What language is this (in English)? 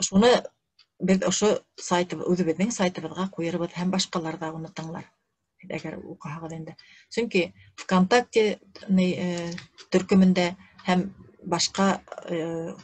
Bashkir